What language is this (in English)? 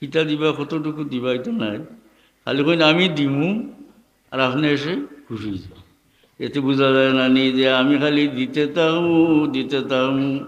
Sylheti